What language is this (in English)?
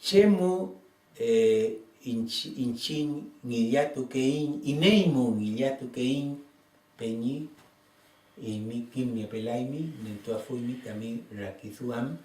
Mapuche